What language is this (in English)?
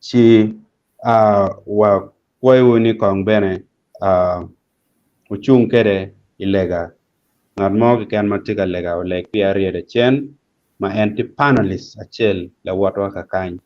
Acoli